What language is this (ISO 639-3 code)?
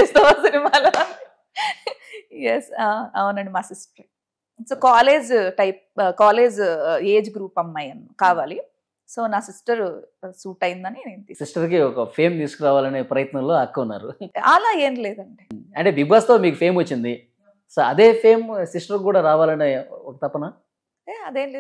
tel